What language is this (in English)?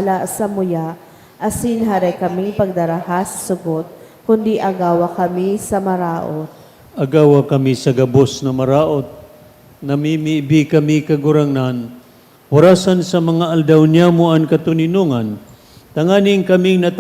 Bikol